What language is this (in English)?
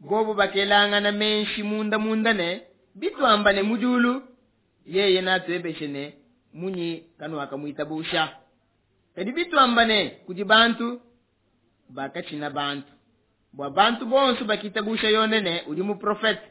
Luba-Lulua